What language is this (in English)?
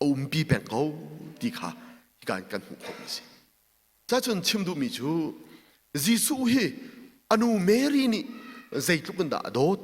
Hakha Chin